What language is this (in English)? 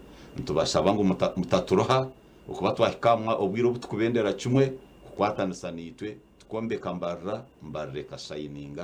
Nyankole